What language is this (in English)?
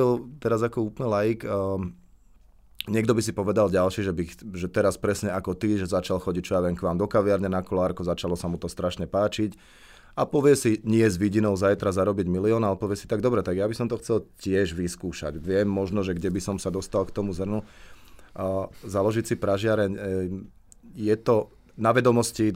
Slovak